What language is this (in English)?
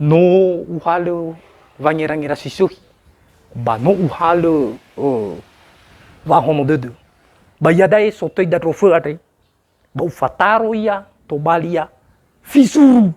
Nias